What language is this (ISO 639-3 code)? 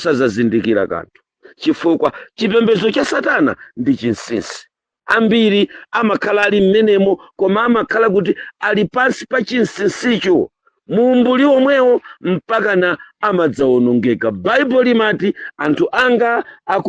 nya